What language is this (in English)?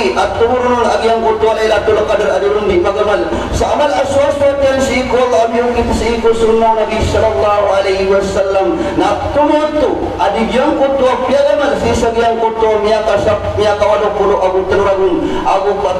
Maranao